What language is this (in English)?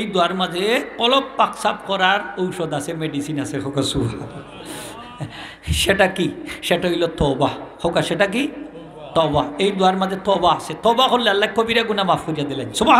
Sylheti